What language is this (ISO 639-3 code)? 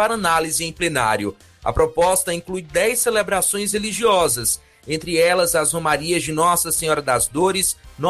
por